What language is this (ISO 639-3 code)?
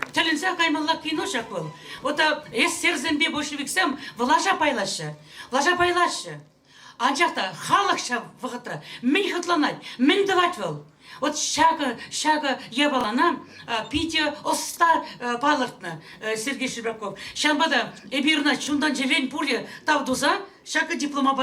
chv